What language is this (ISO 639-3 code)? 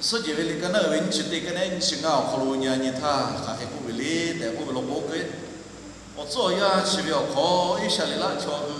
lhu